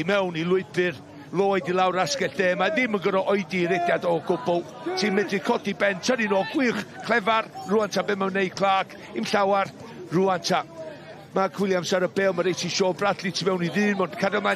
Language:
Welsh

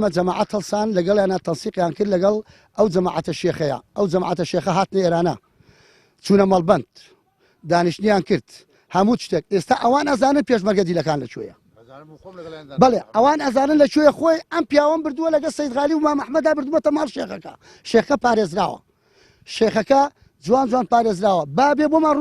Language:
Central Kurdish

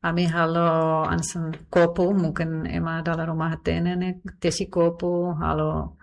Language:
Tetum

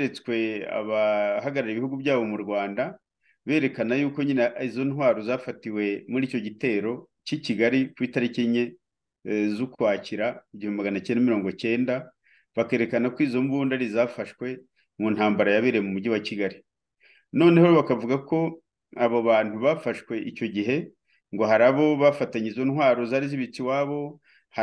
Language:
Kinyarwanda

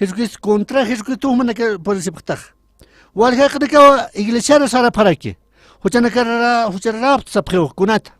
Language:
Aymara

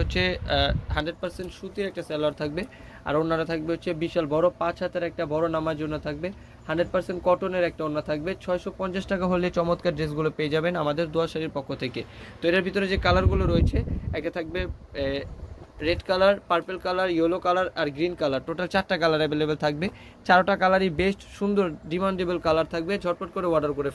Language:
Bangla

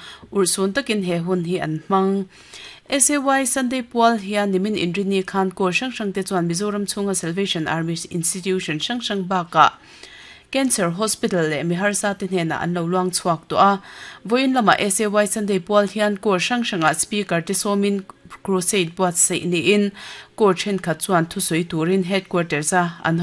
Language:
Mizo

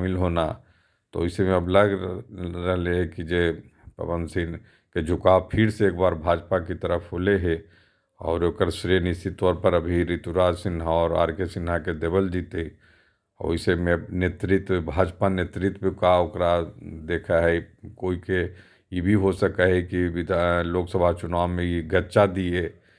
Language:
Magahi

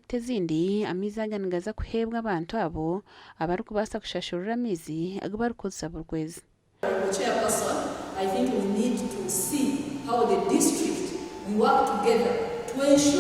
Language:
Nyankole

